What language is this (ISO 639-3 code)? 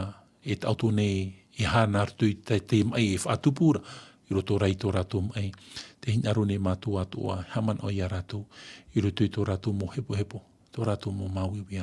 tah